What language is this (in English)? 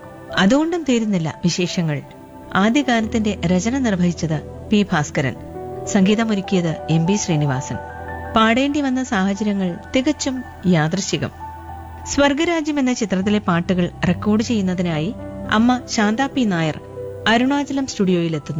Malayalam